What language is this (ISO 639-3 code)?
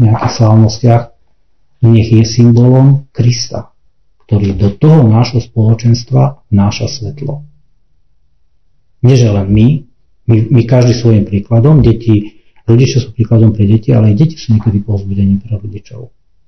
slk